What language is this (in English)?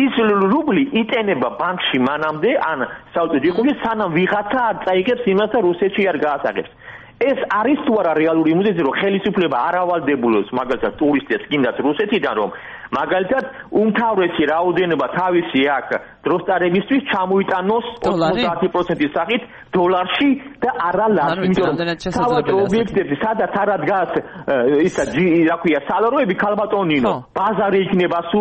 Georgian